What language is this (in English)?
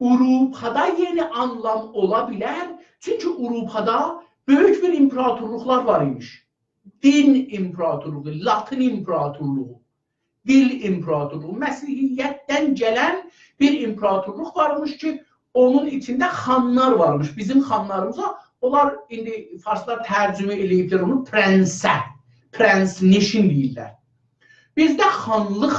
South Azerbaijani